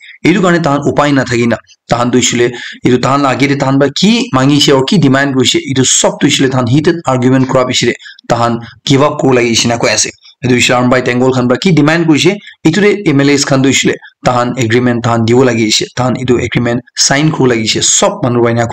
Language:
Naga Pidgin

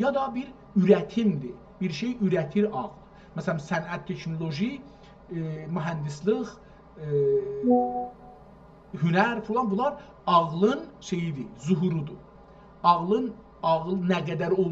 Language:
South Azerbaijani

